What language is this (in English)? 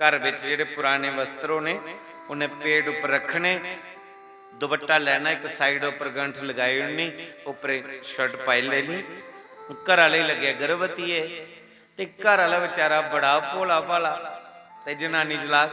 Dogri